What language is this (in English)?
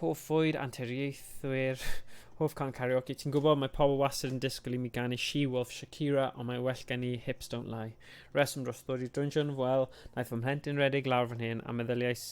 Welsh